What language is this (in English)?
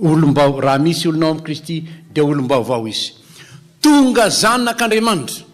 Malagasy